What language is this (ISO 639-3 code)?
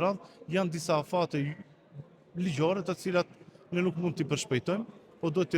sqi